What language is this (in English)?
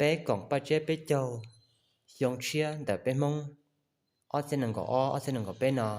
Hmong